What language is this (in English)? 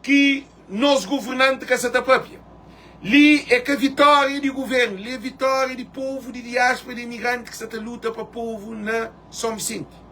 Kabuverdianu